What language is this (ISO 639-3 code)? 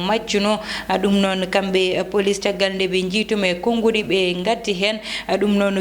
ful